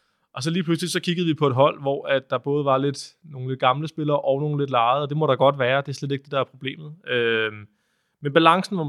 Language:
Danish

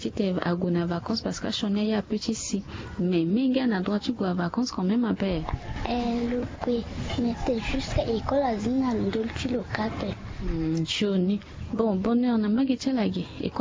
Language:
Sango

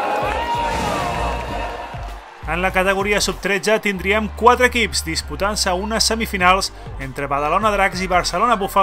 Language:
Catalan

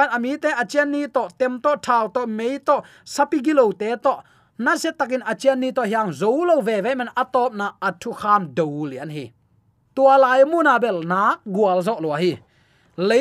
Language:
Tedim Chin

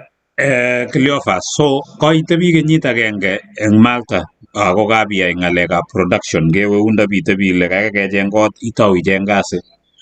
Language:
Kalenjin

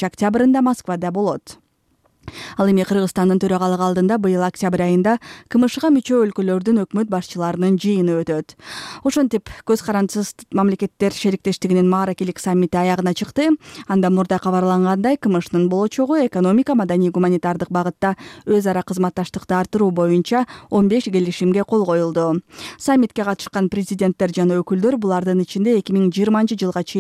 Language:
Kyrgyz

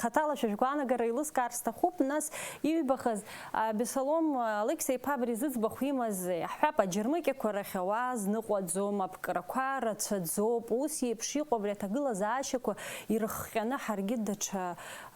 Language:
Abkhazian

